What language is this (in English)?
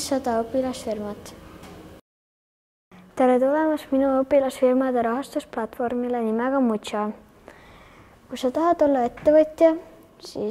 Estonian